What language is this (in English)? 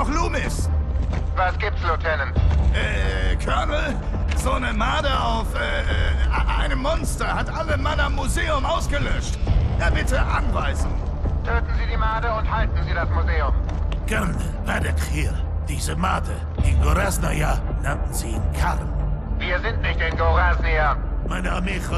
Swiss German